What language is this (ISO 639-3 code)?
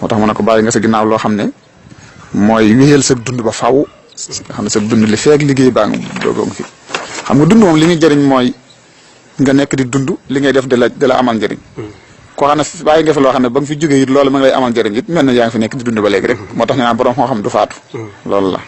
wol